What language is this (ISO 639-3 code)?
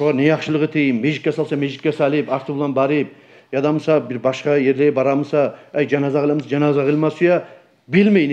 kum